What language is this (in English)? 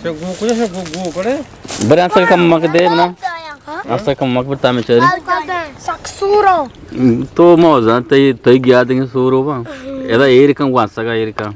Eastern Balochi